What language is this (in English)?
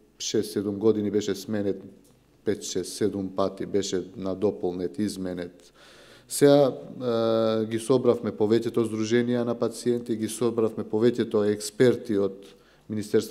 Macedonian